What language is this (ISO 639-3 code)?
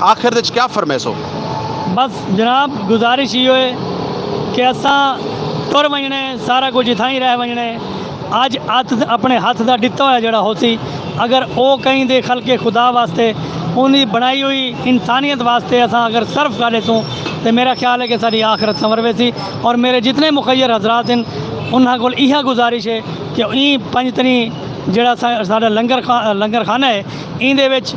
skr